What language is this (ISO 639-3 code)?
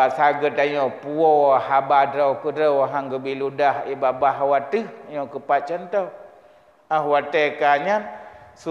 ace